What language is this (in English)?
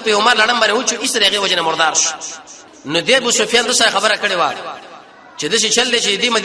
Pashto